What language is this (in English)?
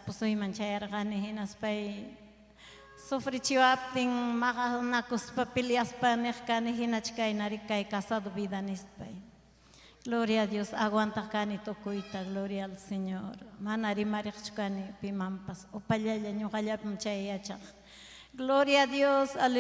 Ayacucho Quechua